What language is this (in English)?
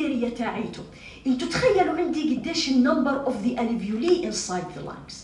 North Levantine Arabic